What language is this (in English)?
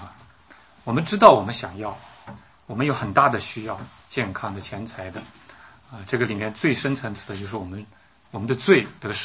Chinese